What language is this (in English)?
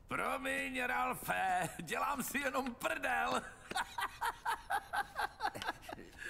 Czech